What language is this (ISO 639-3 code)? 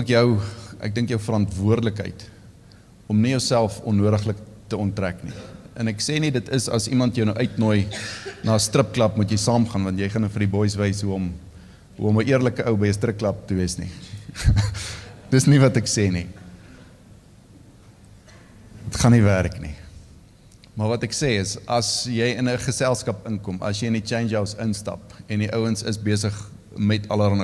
afr